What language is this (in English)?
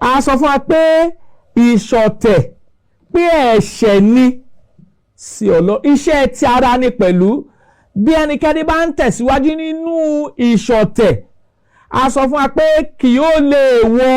Yoruba